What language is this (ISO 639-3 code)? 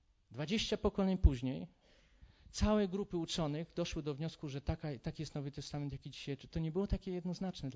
pol